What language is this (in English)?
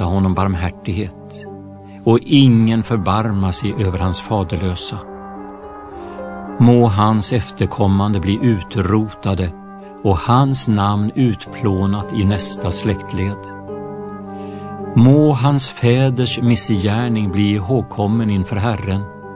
Swedish